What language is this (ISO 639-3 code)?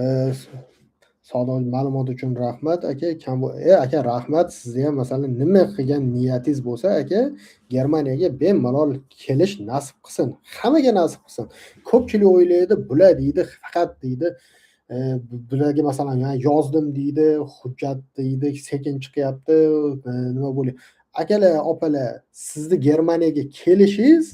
uzb